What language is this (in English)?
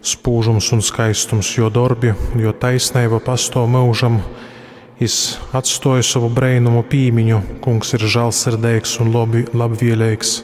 Latgalian